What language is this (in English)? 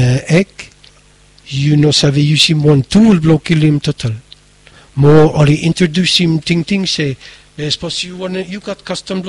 Bislama